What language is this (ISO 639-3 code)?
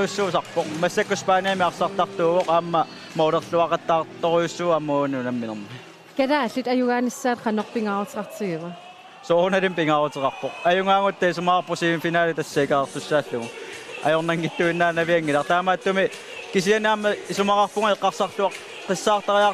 kal